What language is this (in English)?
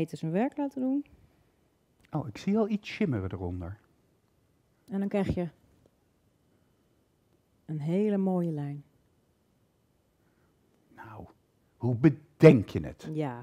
Dutch